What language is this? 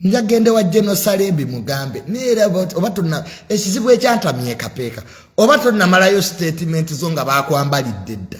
Ganda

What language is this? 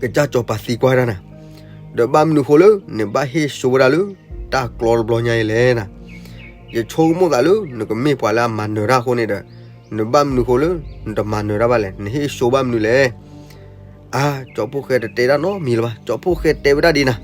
S'gaw Karen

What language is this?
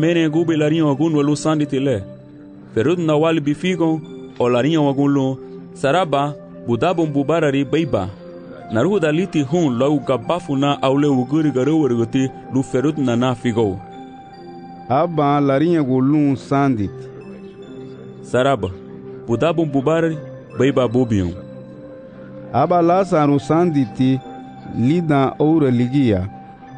Garifuna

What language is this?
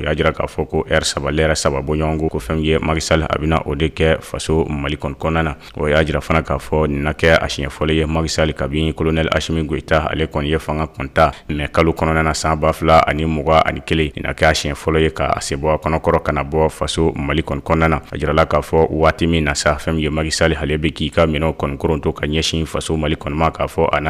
Bambara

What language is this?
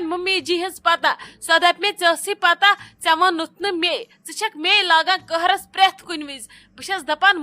Kashmiri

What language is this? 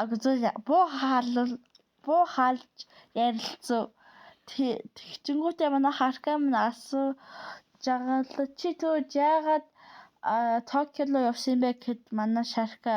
Mongolian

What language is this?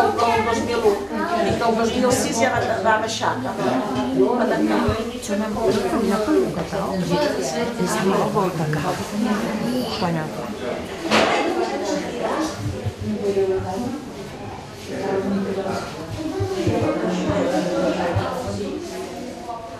Catalan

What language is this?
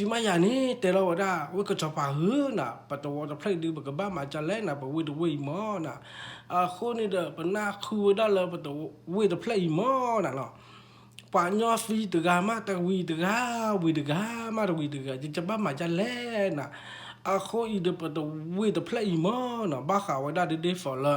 S'gaw Karen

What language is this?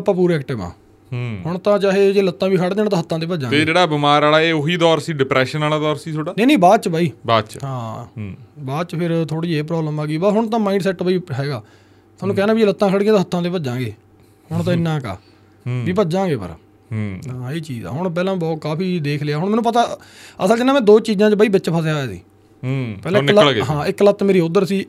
Punjabi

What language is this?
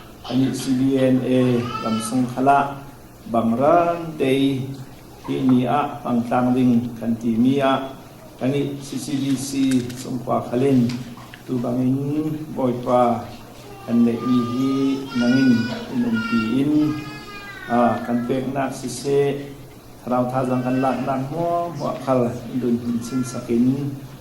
Falam Chin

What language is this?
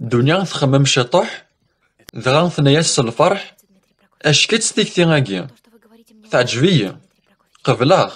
Kabyle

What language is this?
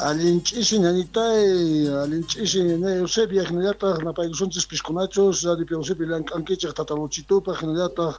Quechua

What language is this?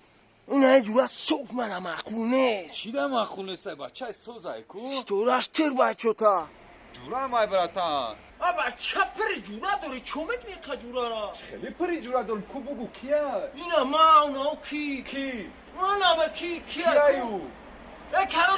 Tajik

